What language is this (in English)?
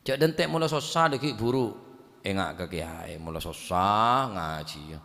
Madurese